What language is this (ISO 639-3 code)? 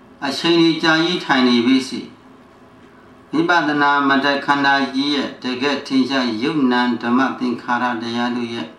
mya